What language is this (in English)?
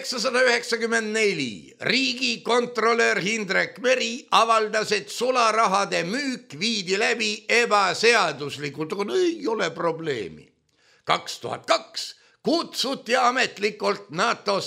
Estonian